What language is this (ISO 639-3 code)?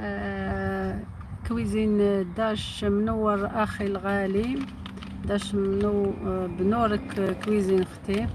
arq